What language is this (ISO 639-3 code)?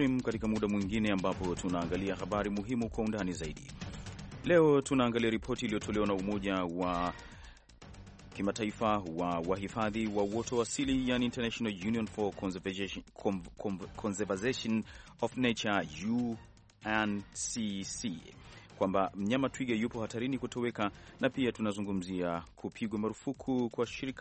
swa